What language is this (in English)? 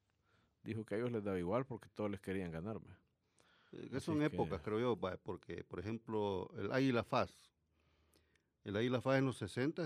Spanish